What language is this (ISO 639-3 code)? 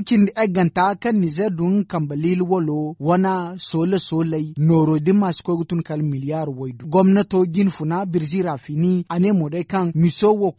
dje